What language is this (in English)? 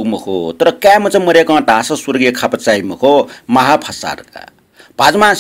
Newari